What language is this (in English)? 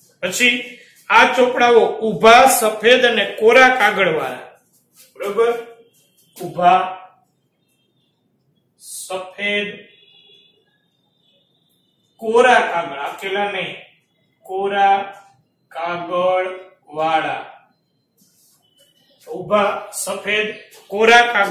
Gujarati